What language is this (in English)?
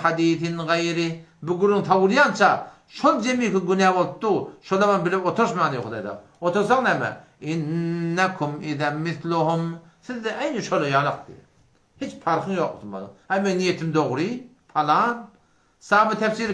Turkmen